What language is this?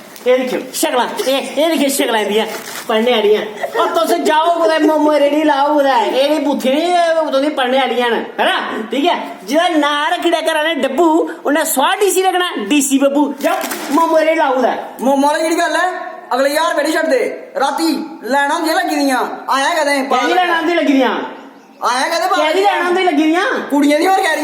Dogri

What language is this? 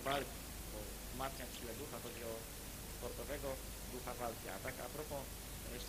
Polish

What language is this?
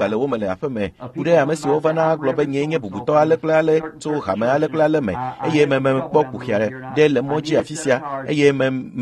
Ewe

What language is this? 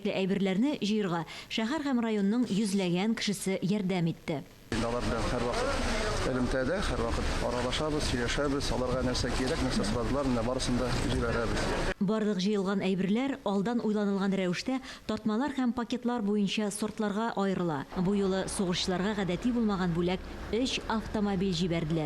Tatar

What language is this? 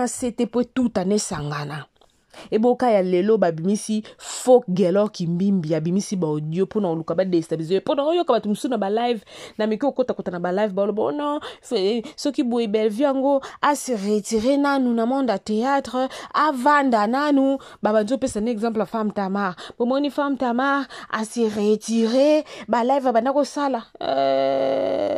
Lingala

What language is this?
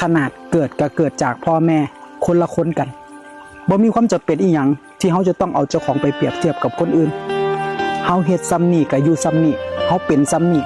Northeastern Thai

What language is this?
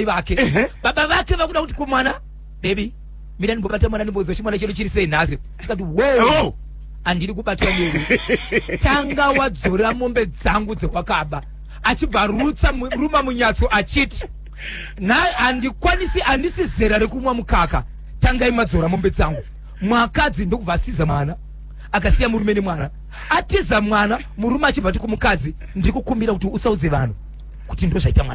Shona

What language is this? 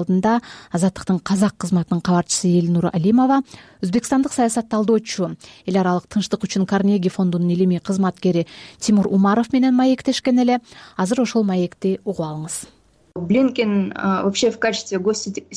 Kyrgyz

